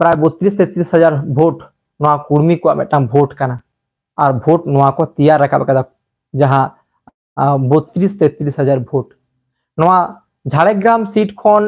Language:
Santali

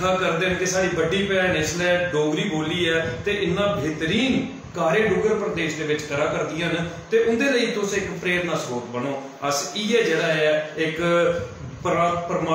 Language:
Dogri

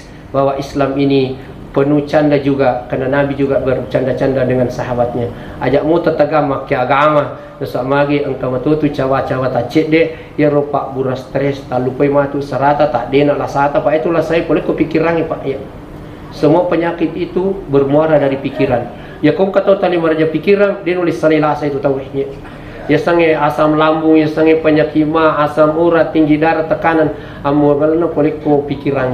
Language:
Buginese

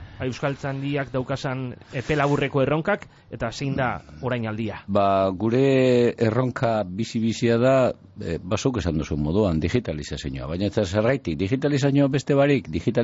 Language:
Basque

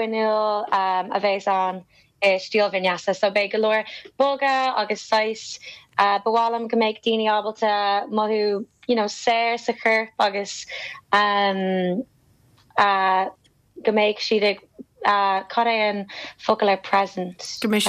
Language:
Irish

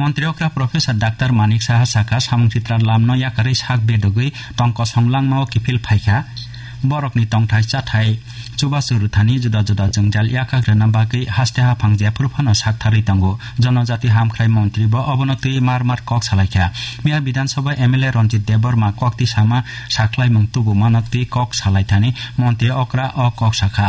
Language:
Kok Borok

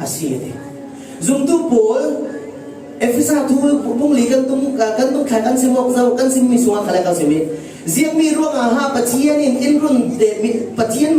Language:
Falam Chin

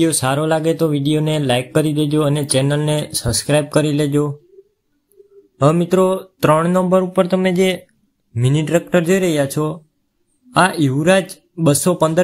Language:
Gujarati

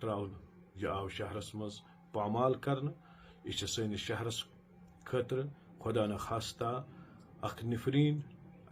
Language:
Kashmiri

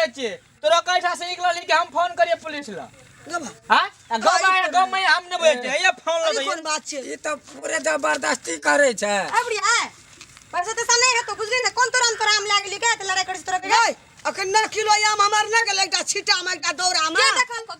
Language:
Maithili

